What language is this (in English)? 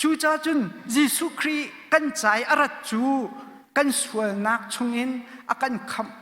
Hakha Chin